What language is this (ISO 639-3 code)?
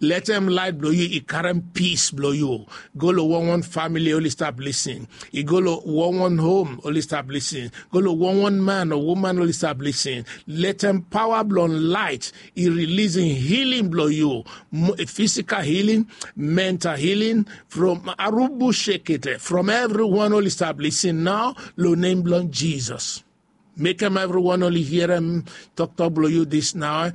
bis